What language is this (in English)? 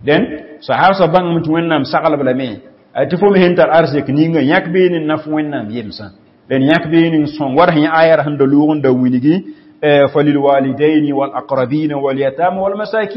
Mossi